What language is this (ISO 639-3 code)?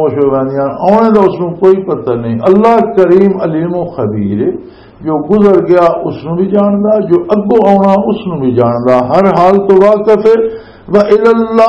lah